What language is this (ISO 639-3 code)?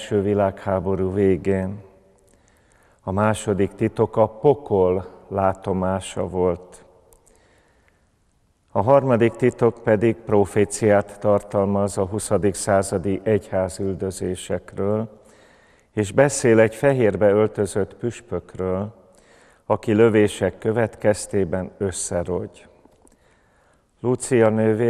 hun